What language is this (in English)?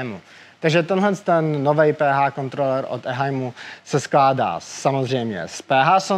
Czech